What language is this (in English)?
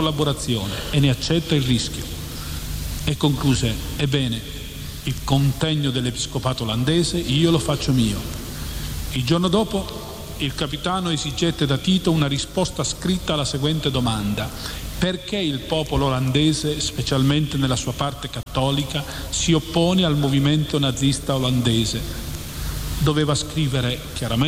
Italian